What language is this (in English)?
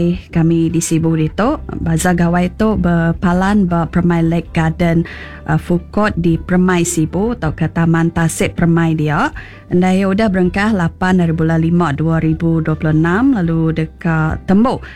Iban